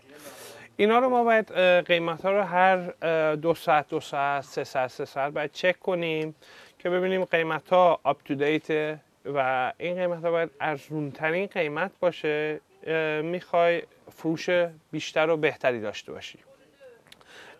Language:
Persian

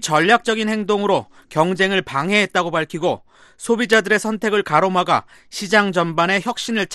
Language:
Korean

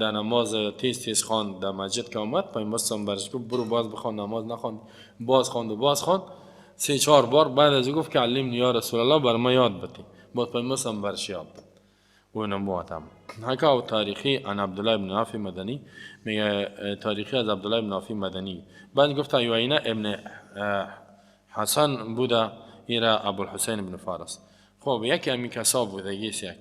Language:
Persian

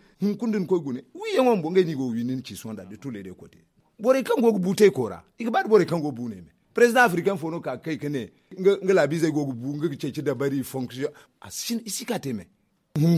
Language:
Zarma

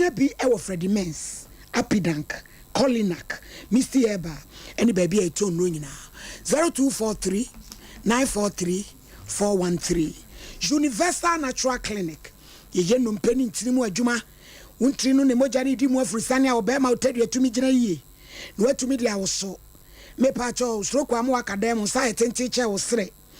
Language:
Akan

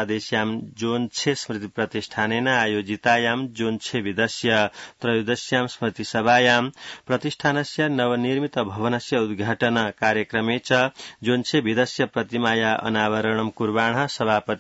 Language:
Sanskrit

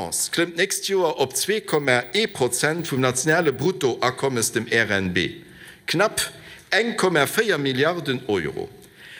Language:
Luxembourgish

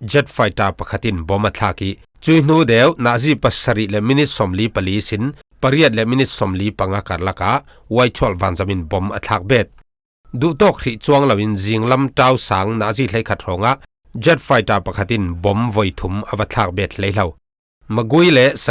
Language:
Falam Chin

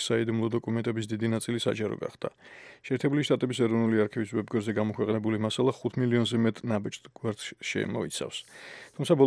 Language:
Georgian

